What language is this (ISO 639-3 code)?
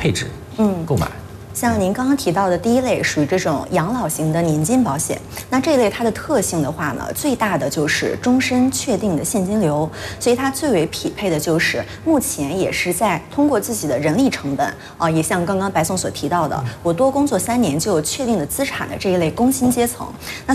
zho